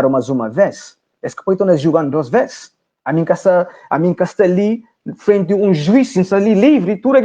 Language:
Kabuverdianu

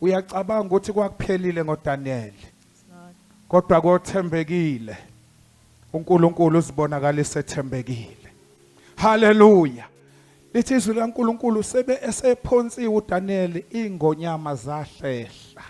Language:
Zulu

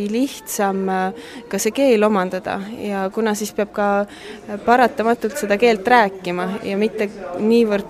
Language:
Estonian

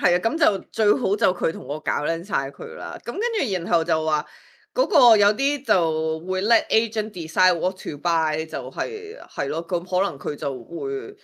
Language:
Cantonese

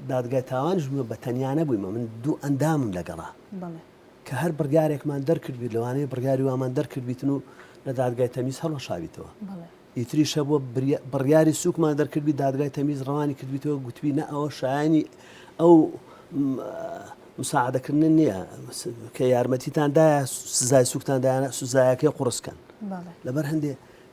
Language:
Central Kurdish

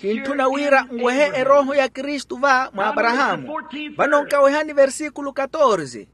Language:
Makhuwa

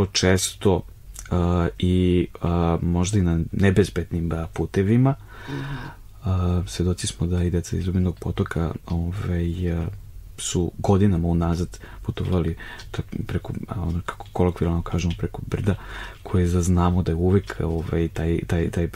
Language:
Serbian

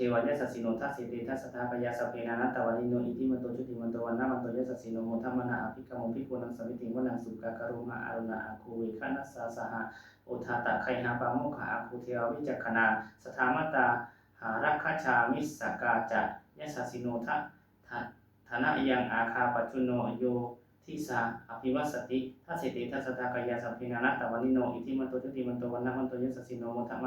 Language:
Pali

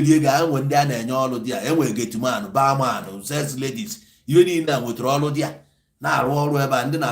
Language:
Igbo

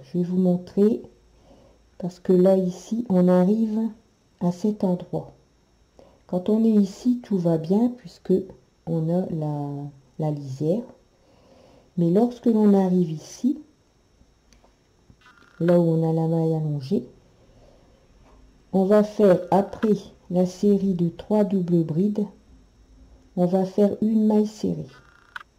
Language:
French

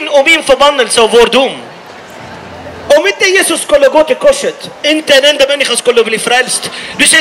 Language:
Swedish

